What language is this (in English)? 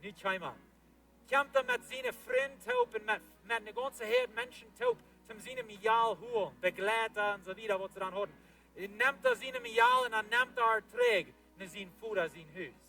Plautdietsch